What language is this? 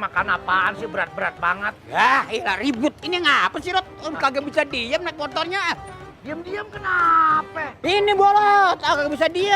Betawi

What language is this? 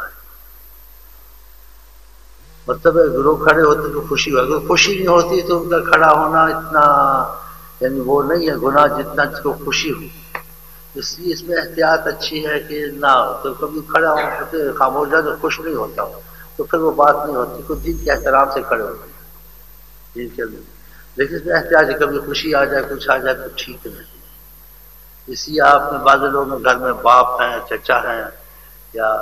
Urdu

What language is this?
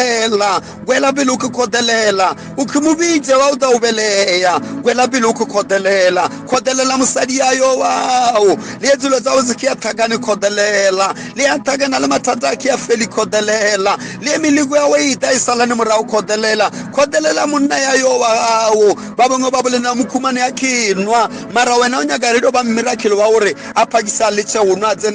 Northern Sotho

